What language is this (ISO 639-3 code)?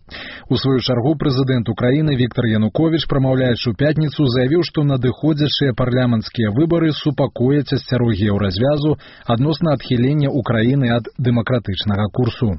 bel